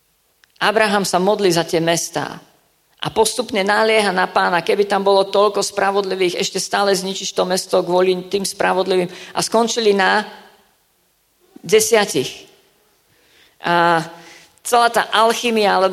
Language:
Slovak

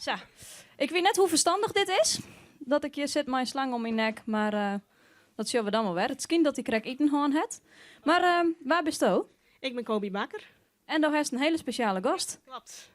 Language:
Western Frisian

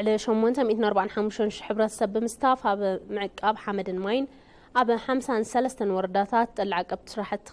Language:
Tigrinya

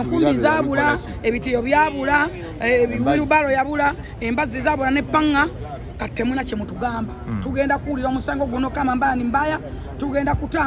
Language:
Ganda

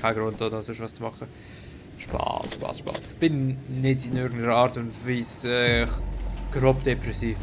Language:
Swiss German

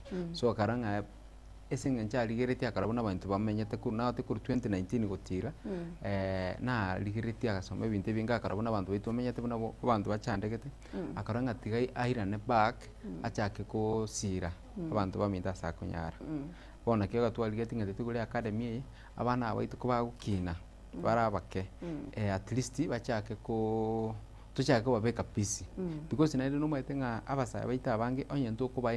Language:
Gusii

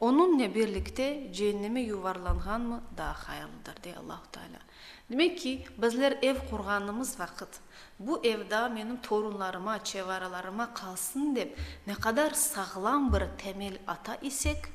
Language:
Crimean Tatar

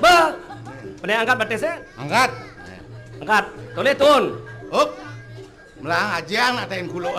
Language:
Balinese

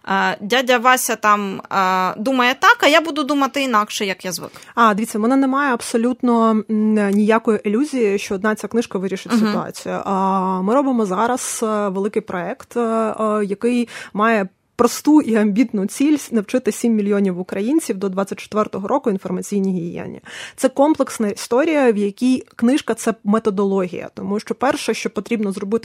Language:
Ukrainian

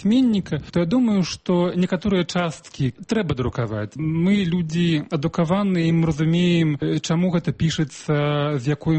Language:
Belarusian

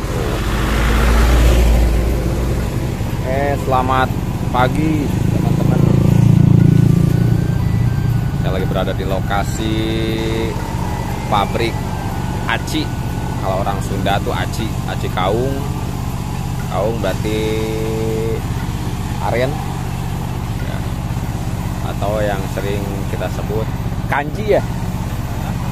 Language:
Indonesian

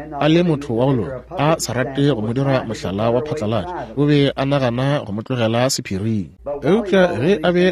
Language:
Northern Sotho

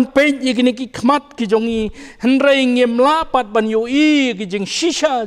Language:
Khasi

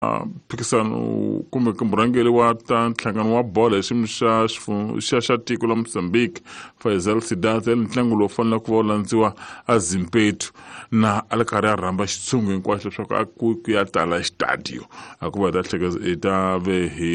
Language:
Tsonga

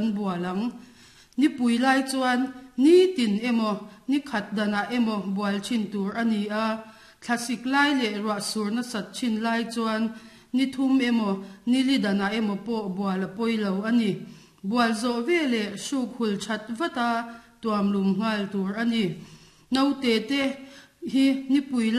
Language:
Mizo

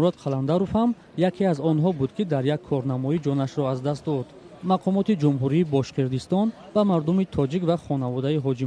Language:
Tajik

